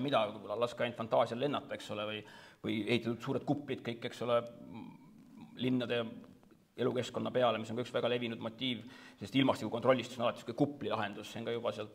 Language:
Estonian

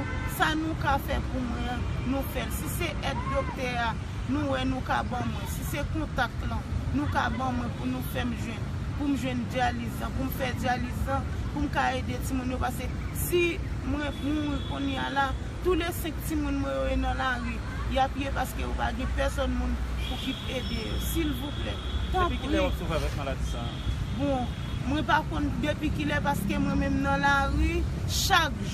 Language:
Haitian Creole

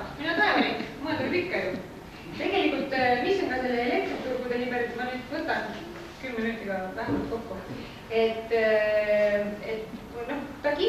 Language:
Estonian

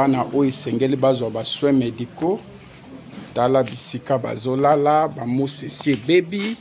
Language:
Lingala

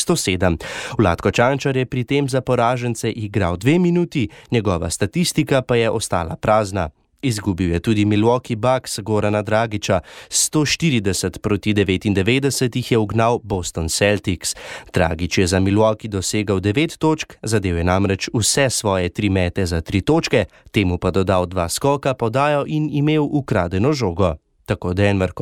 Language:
Slovenian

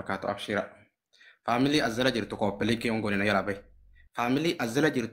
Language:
Oromo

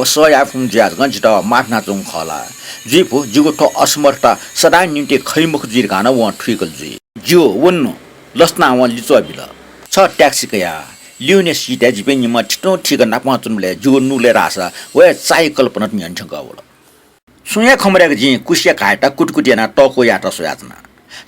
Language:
Newari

